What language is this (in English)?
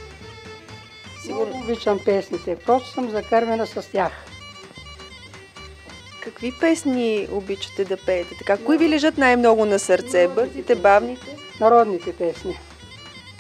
Bulgarian